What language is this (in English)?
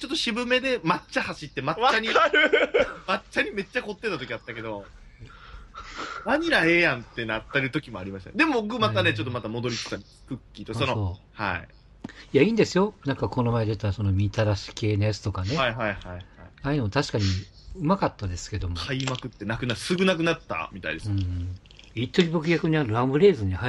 Japanese